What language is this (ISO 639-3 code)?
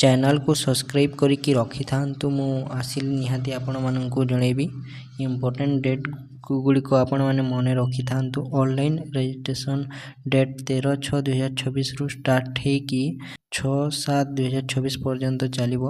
ori